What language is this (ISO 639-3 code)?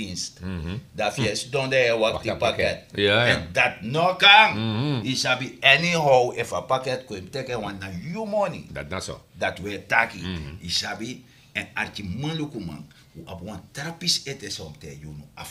srn